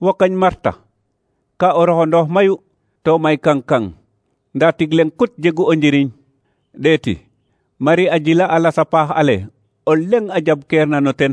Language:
Serer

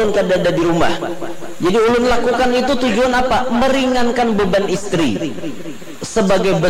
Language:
Banjar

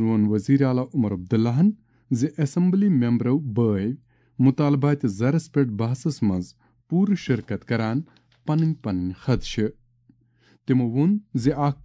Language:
Kashmiri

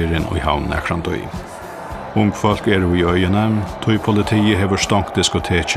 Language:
Faroese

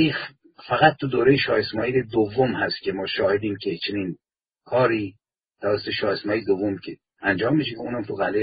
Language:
Persian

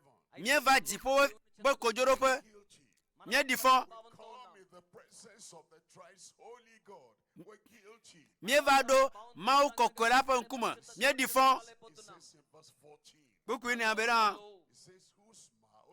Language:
Ewe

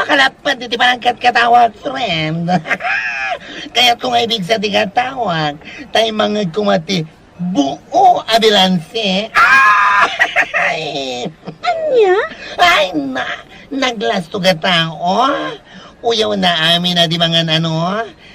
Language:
Iloko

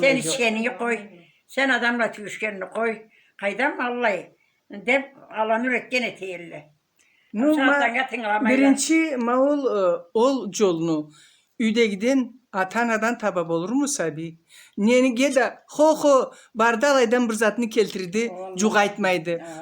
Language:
Karachay-Balkar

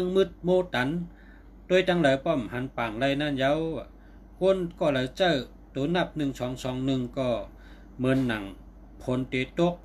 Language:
Shan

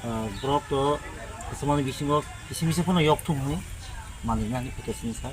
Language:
Riang (India)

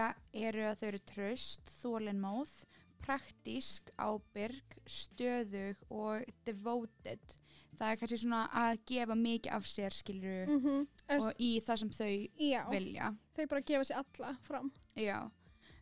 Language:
Icelandic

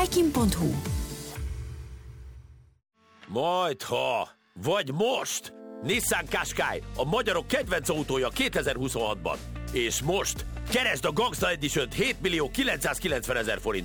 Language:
Hungarian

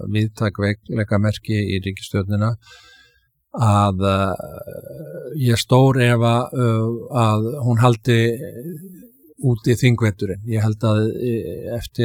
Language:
Icelandic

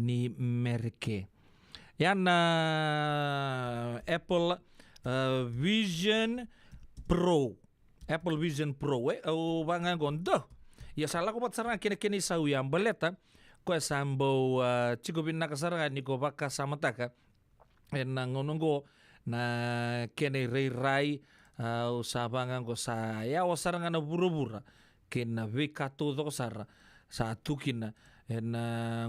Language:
Fijian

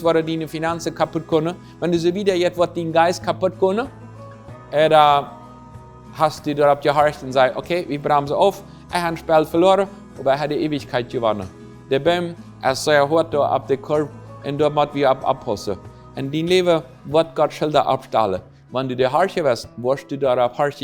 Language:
Plautdietsch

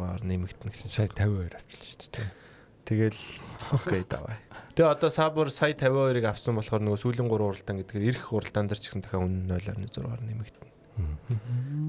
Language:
Mongolian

